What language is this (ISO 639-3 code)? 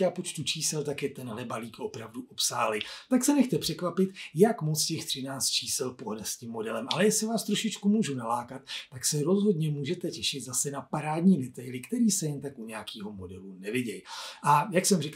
ces